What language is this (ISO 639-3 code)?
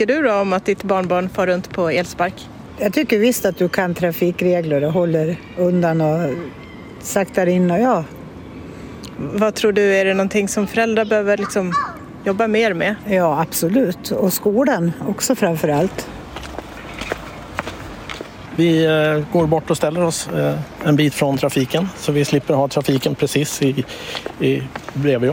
swe